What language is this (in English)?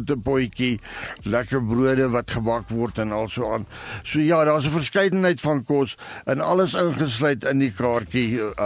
Afrikaans